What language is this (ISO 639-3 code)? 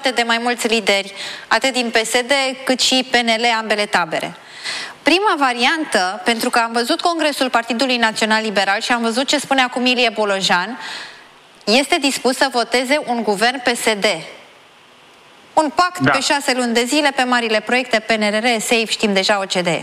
ron